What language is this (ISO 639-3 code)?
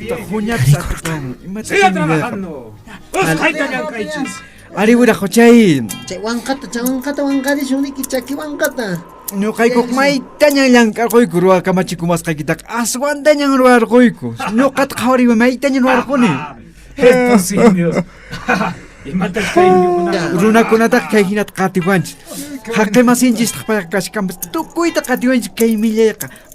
qxp